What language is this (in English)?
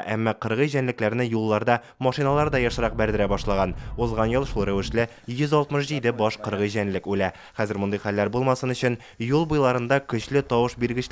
Tatar